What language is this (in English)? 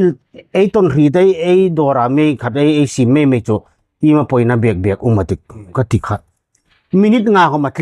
Hmar